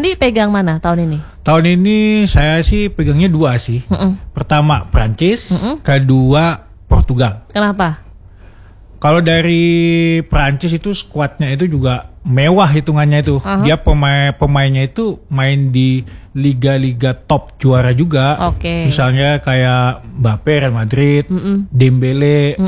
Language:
Indonesian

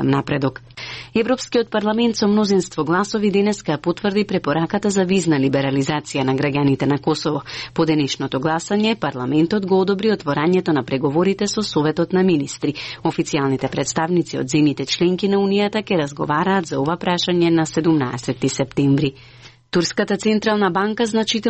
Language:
Macedonian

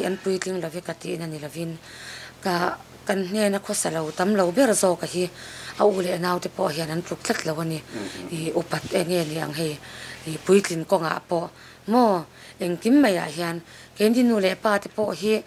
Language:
Mizo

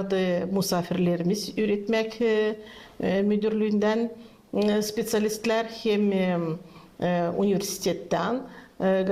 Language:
Gagauz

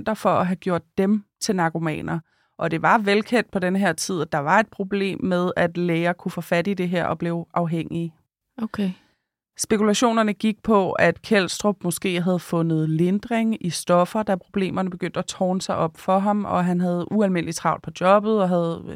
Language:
Danish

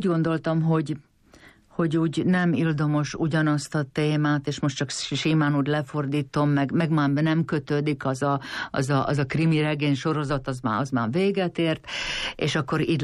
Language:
Hungarian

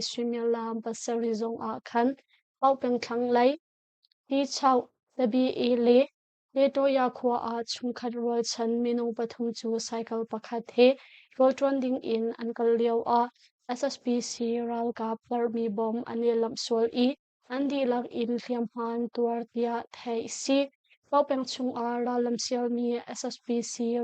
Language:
Hakha Chin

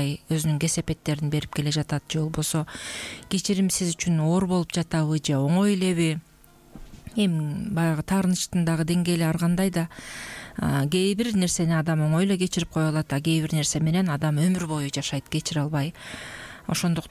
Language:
Kyrgyz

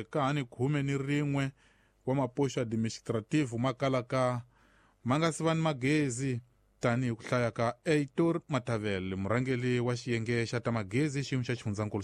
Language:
Tsonga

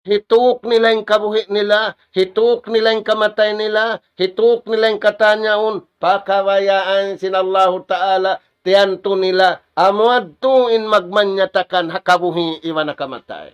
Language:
Tausug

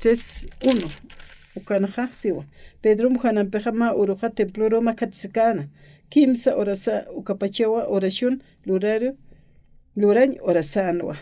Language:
Aymara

